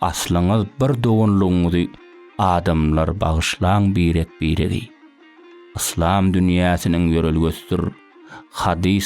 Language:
Turkmen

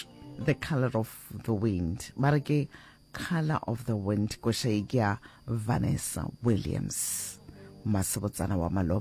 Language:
Northern Sotho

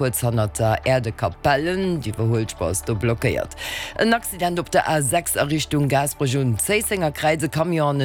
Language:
Luxembourgish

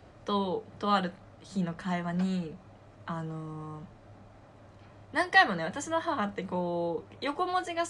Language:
Japanese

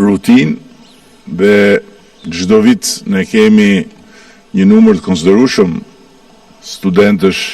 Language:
Albanian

